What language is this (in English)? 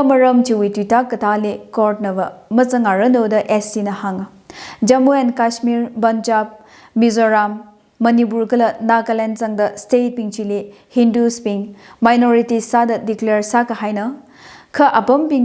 Tangkhul Naga (India)